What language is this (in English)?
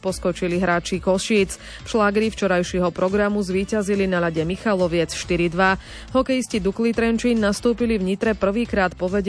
Slovak